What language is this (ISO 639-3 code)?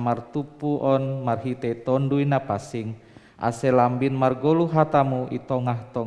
bts